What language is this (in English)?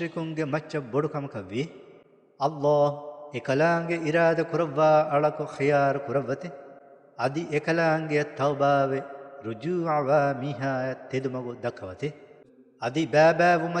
Divehi